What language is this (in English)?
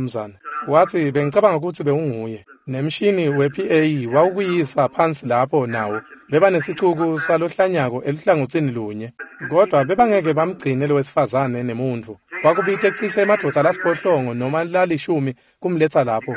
Swati